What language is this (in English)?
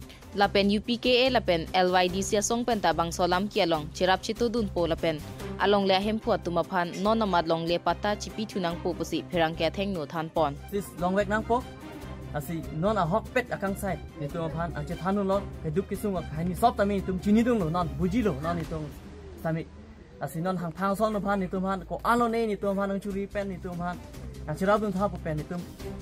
Karbi